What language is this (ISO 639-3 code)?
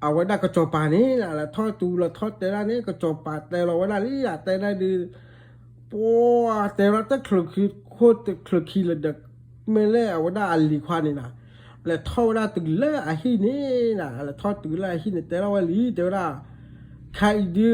ksw